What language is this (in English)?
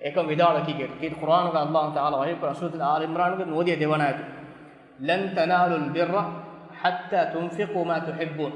Divehi